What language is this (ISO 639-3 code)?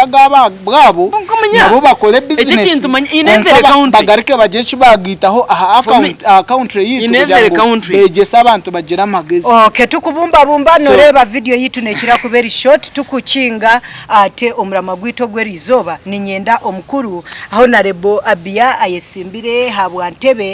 nyn